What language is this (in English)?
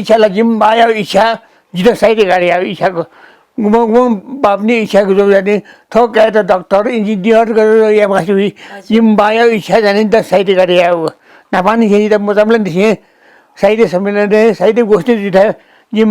Newari